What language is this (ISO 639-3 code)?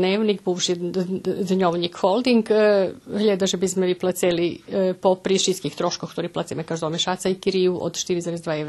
rue